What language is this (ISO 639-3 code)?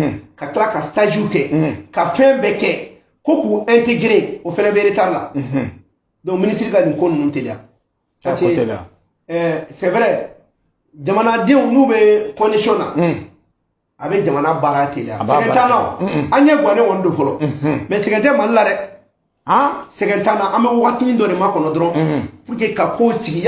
bam